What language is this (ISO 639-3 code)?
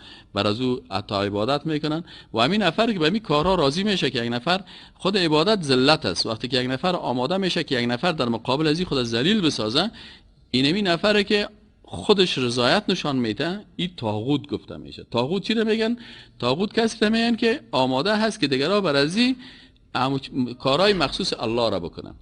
fas